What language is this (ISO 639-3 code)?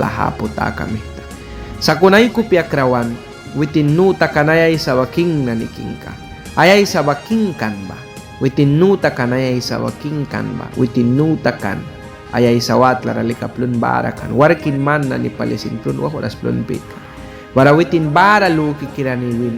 miq